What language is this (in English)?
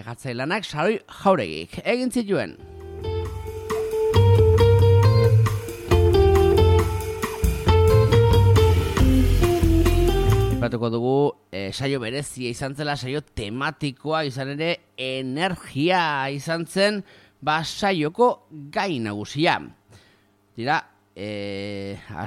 Basque